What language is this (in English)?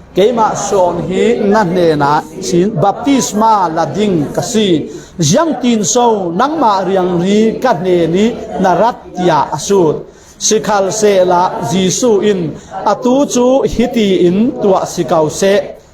Falam Chin